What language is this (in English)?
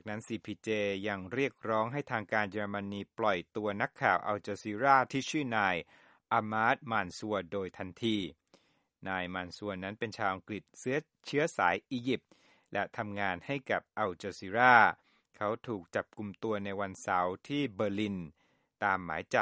Thai